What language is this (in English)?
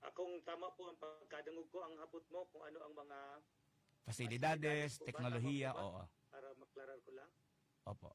Bikol